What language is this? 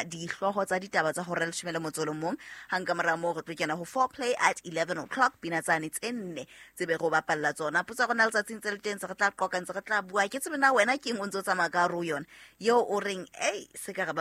Southern Sotho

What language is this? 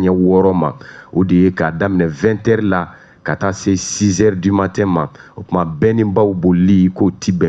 Bambara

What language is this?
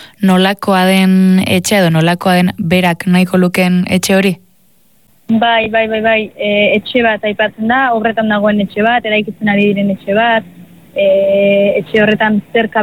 Basque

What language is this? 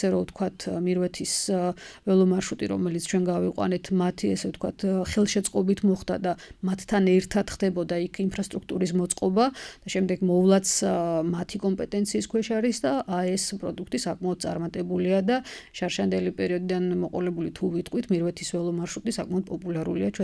Georgian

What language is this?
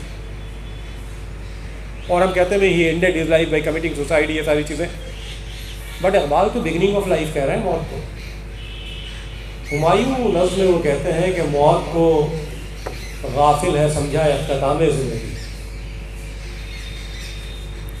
Urdu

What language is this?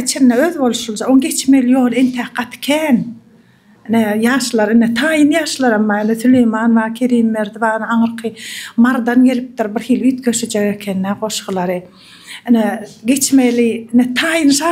Turkmen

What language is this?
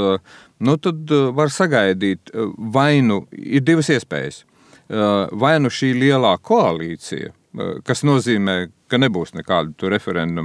Latvian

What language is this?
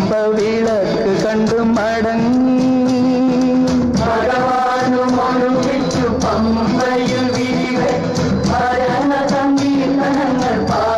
Malayalam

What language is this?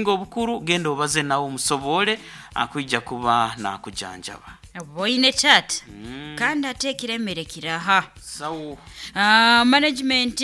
Nyoro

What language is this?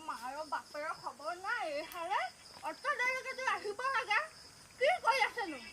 Assamese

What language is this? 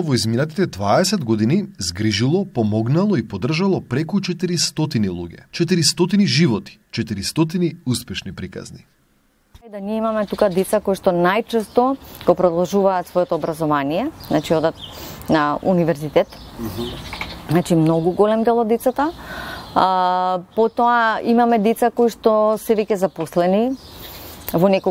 Macedonian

